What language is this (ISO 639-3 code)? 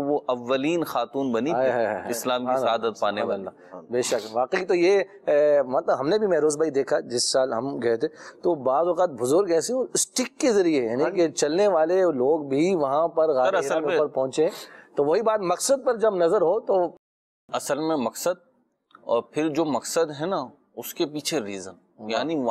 urd